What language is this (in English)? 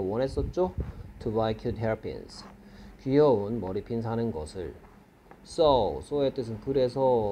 Korean